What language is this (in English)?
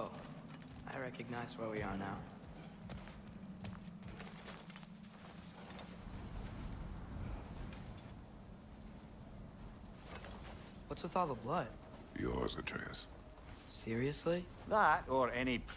English